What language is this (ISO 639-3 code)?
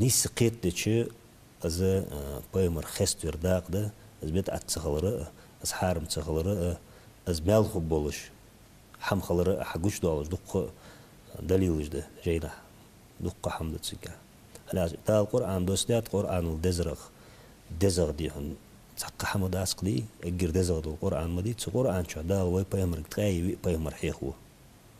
inh